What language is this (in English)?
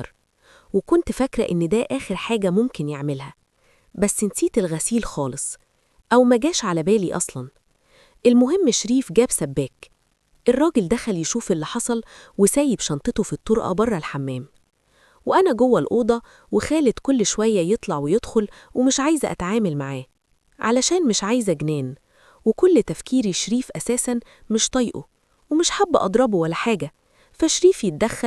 Egyptian Arabic